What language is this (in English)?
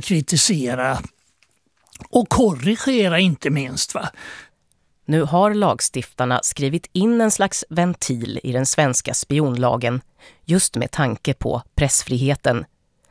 Swedish